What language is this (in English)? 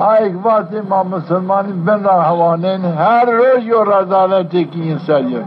Zaza